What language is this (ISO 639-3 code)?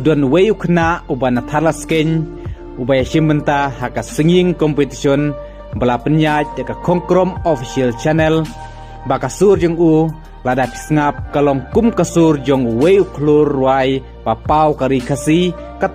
kha